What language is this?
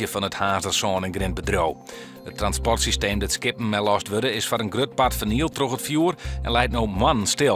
Western Frisian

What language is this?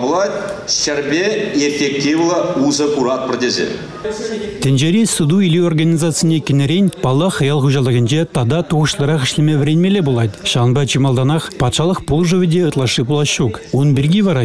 Chuvash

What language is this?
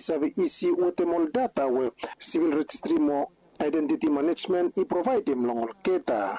Bislama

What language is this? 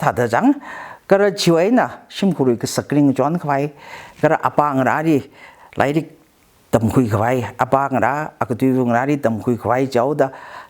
Tangkhul Naga (India)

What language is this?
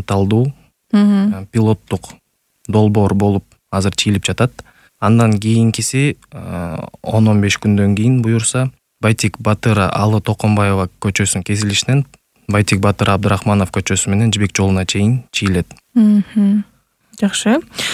Kyrgyz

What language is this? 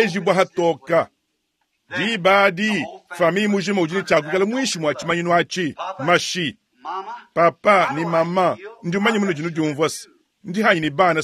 Luba-Lulua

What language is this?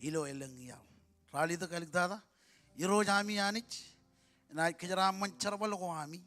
Marshallese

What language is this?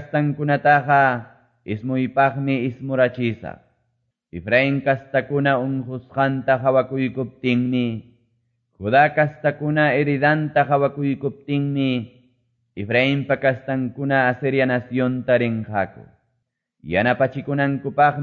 Quechua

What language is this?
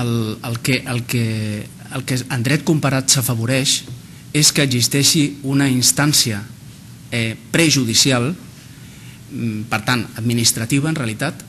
Catalan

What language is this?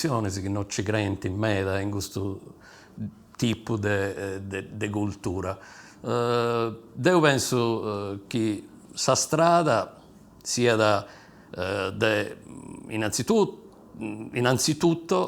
Sardinian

